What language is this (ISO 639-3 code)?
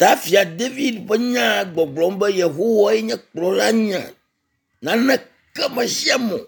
ewe